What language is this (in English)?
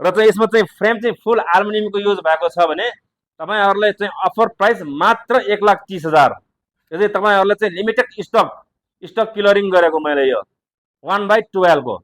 Nepali